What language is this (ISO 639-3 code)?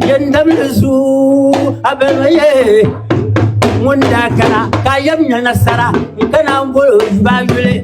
dag